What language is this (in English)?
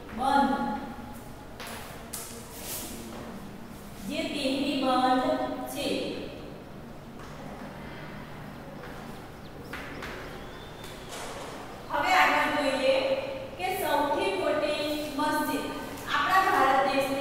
Gujarati